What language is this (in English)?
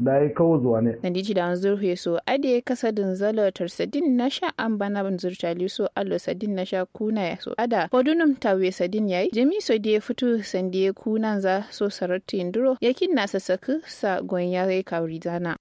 Kanuri